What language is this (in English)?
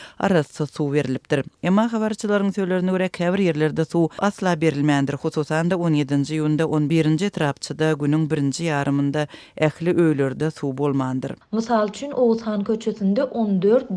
Turkmen